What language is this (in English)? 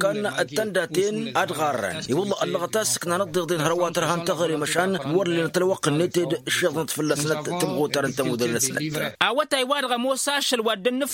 Tamasheq